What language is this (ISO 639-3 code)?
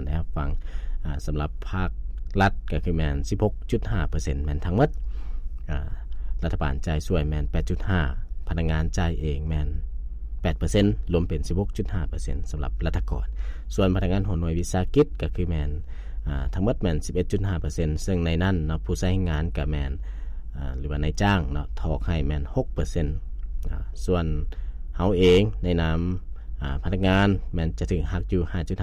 lao